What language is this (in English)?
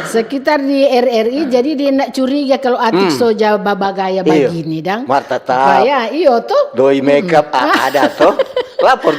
Manado Malay